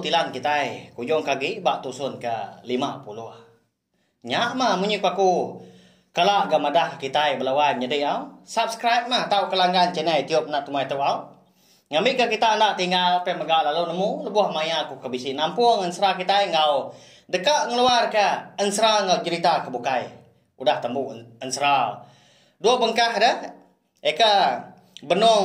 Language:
Iban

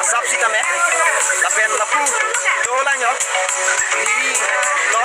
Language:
Karbi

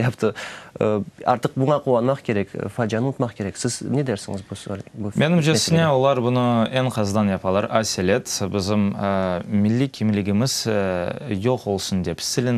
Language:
Crimean Tatar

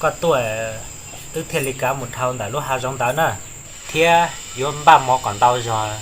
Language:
Hmong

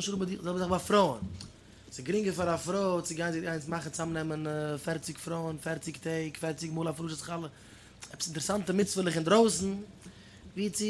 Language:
Yiddish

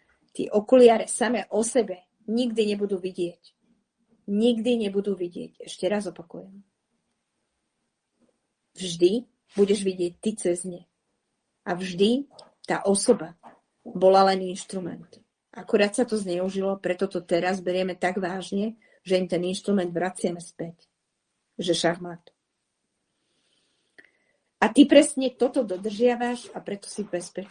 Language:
Slovak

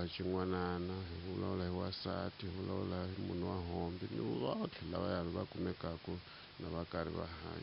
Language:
Tsonga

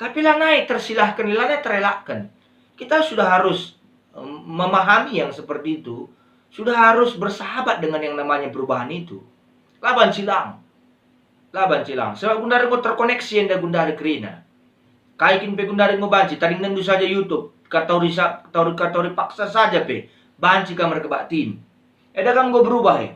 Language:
Batak Karo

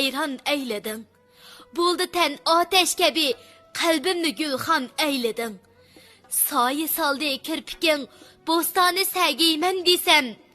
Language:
Uyghur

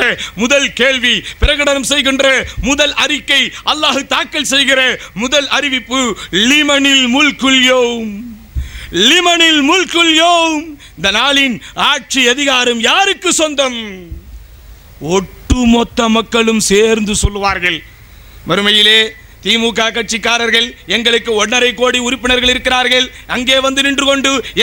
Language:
Tamil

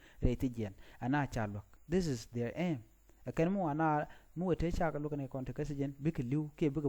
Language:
Nuer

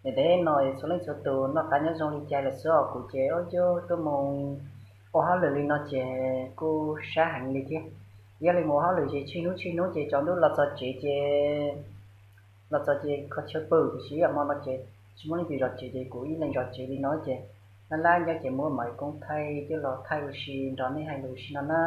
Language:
Hmong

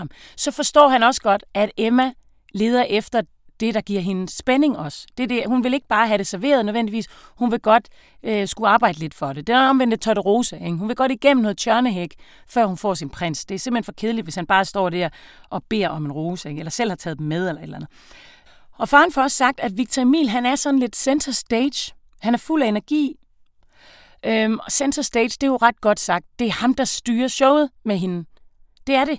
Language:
Danish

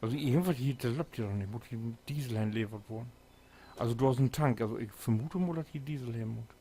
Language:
Low German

